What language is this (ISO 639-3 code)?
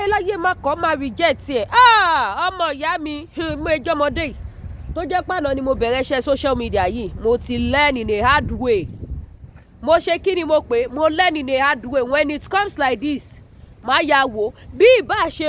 yor